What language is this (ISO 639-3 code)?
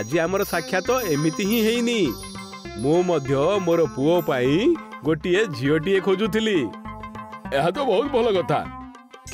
ori